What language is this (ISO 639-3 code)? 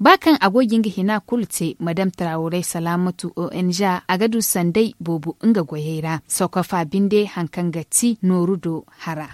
dje